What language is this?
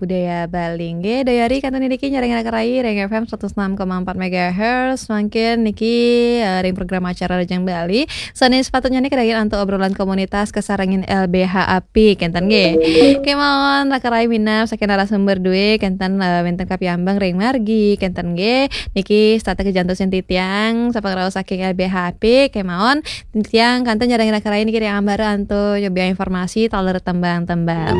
Balinese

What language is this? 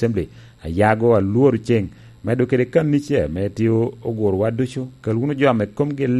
Lango (Uganda)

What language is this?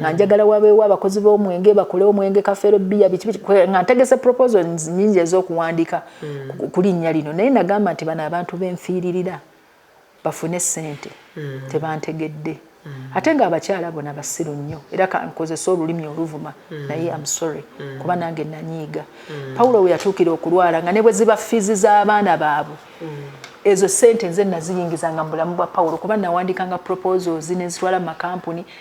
Ganda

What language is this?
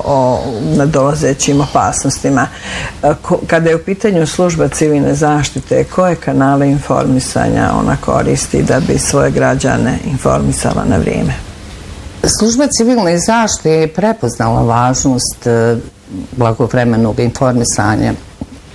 Bosnian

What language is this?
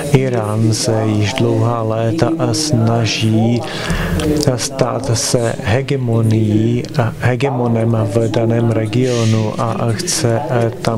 Czech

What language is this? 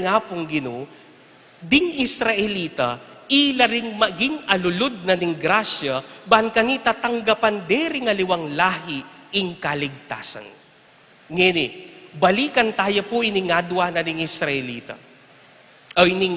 Pampanga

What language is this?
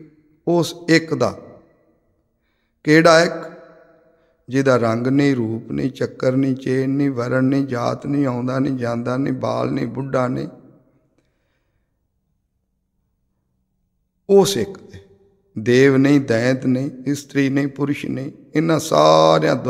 Punjabi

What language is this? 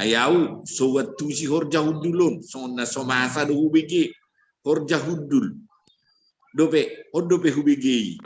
Batak Toba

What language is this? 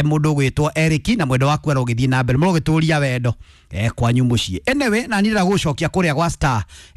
Kikuyu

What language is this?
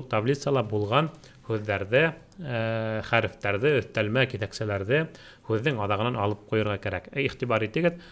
Bashkir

